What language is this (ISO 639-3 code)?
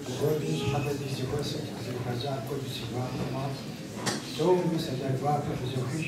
kbd